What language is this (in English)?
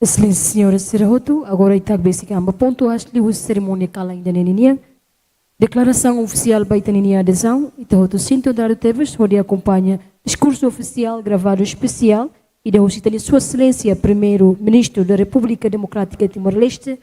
Tetum